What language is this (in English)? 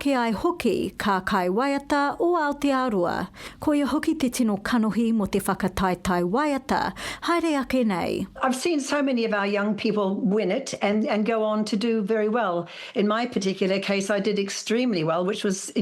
Māori